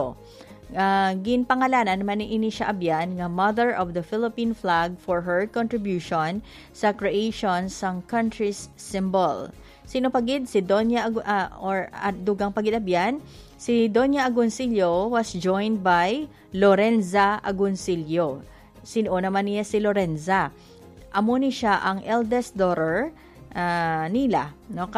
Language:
Hiligaynon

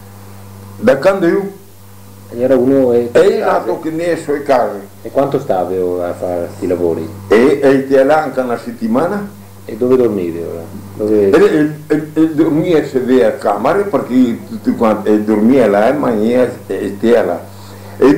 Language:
Venetian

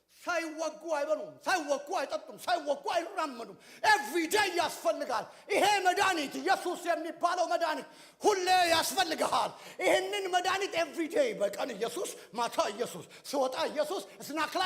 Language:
Amharic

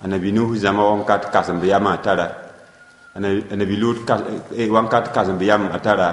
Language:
Mossi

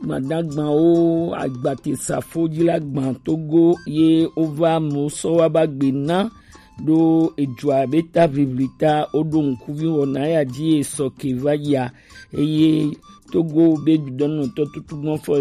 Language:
Gen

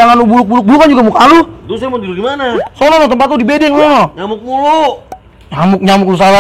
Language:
Betawi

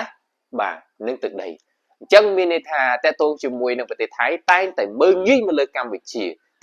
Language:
Khmer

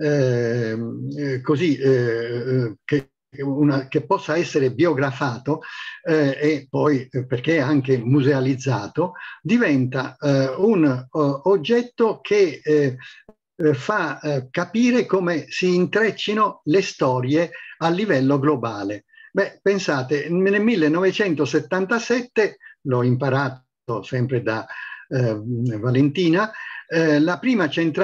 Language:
Italian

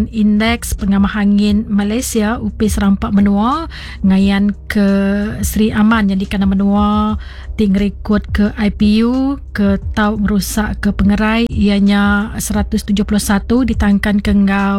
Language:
Iban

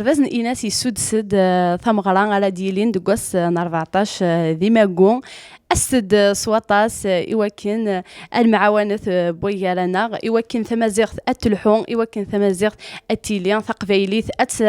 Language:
Kabyle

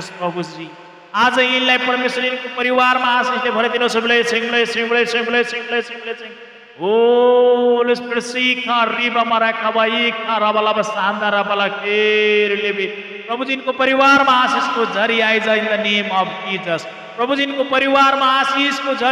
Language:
Nepali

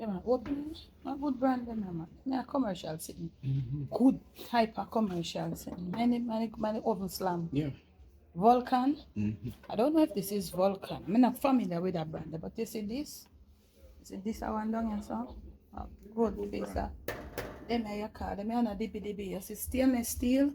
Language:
Jamaican Creole English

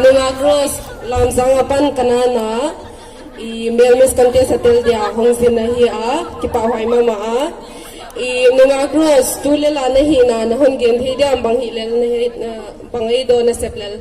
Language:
Paite Chin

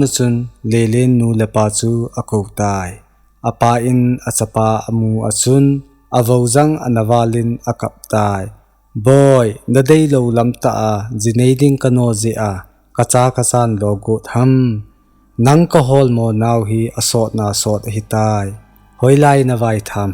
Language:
Thado Chin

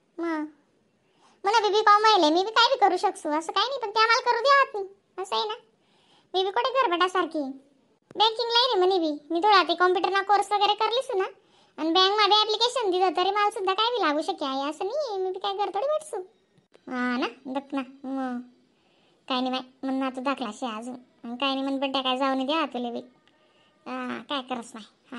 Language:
Khandesi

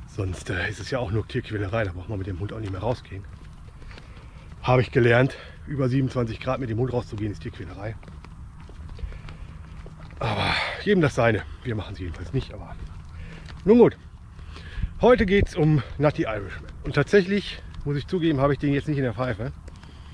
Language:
German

